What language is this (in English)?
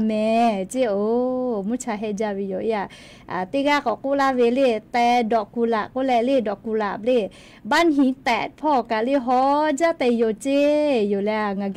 Lahu